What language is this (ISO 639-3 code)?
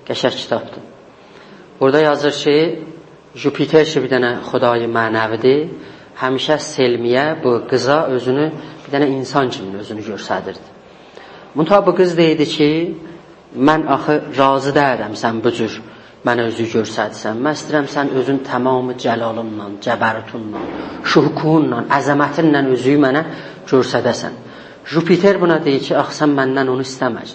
azb